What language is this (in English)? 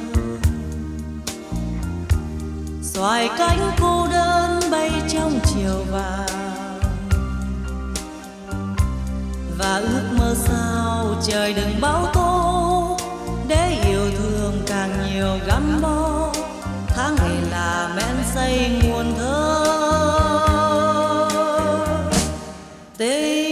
Vietnamese